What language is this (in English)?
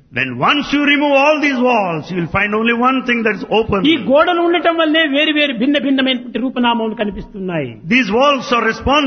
Telugu